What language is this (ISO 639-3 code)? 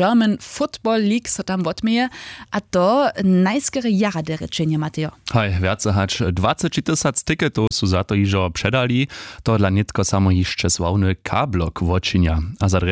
hsb